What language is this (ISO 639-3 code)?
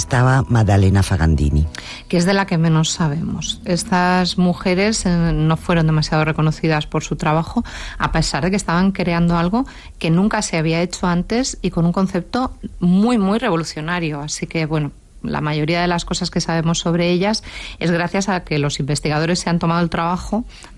spa